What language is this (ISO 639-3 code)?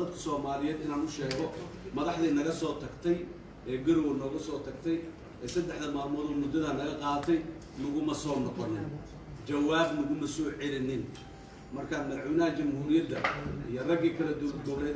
som